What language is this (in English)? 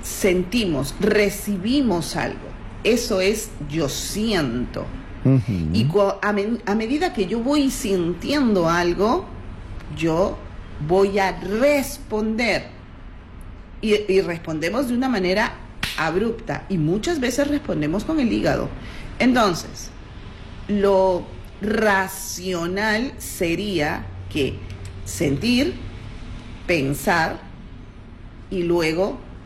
Spanish